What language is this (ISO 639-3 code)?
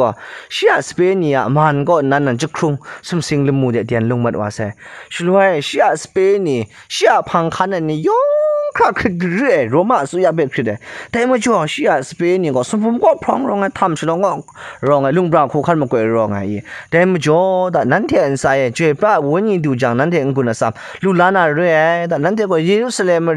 kac